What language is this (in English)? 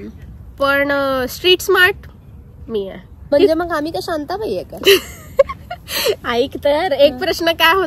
Marathi